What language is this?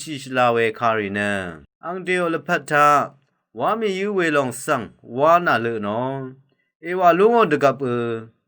Rawang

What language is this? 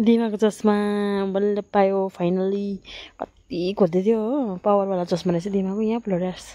Nepali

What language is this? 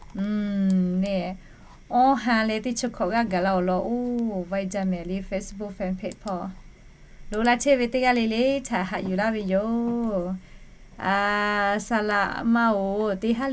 Lahu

